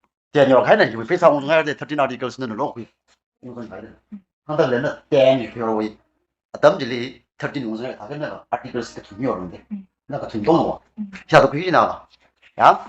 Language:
Tangkhul Naga (India)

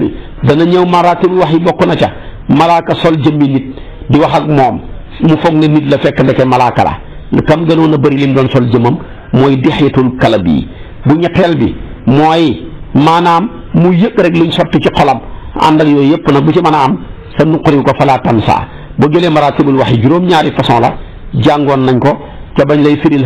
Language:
Wolof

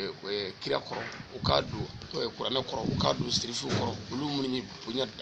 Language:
Bambara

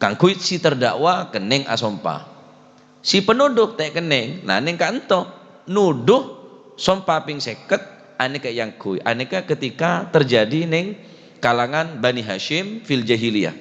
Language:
Madurese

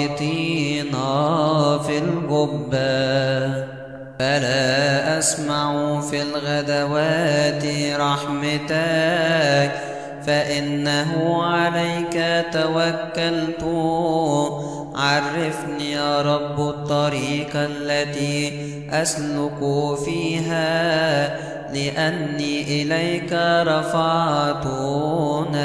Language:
Arabic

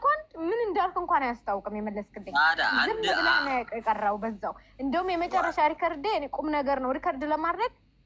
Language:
Amharic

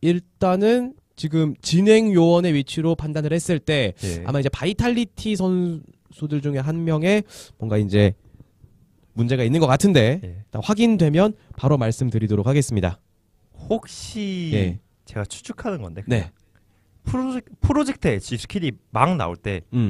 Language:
Korean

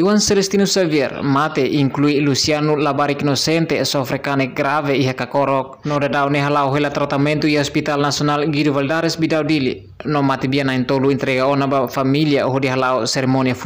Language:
Tetum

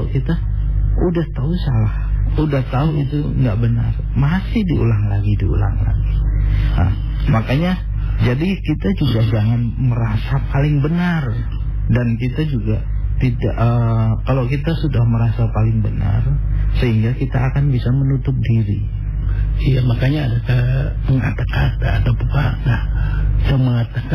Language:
Indonesian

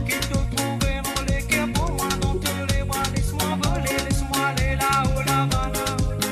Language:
Morisyen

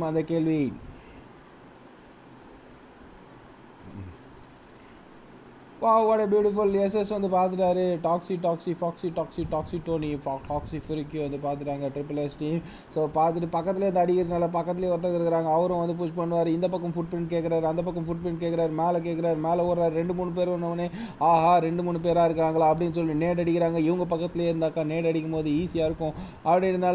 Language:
Tamil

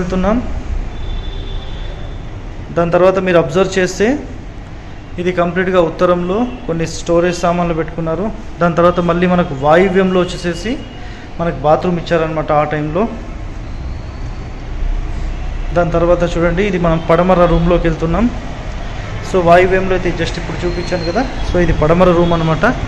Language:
Telugu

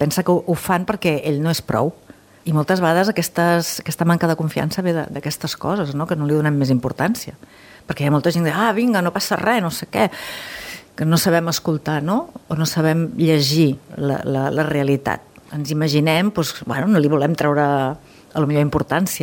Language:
Catalan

